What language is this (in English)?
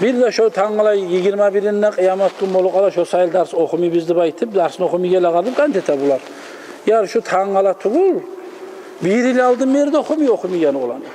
Kumyk